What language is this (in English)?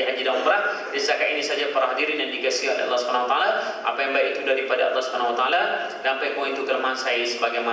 Malay